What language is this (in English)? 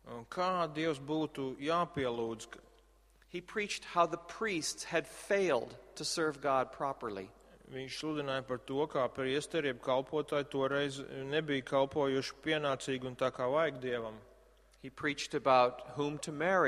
Latvian